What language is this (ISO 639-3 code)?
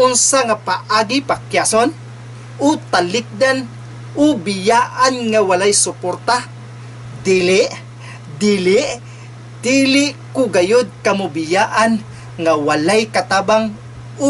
ceb